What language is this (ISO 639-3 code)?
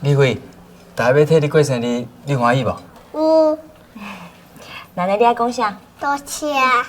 nan